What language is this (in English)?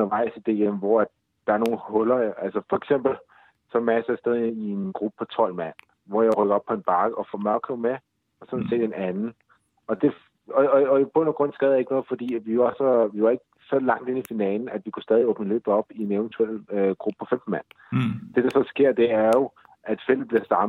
Danish